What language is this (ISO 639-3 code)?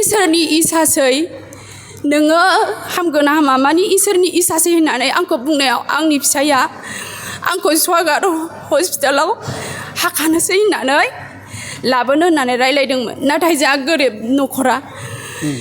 brx